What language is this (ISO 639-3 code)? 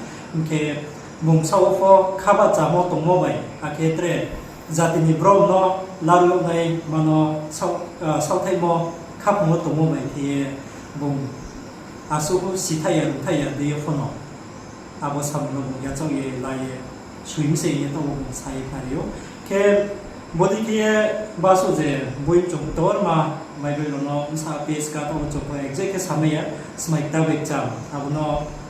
ria